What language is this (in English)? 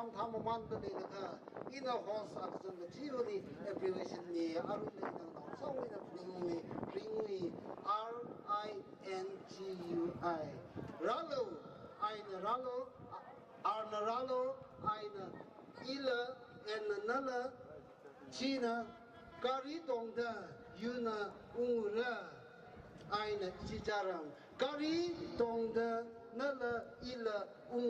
Tangkhul Naga (India)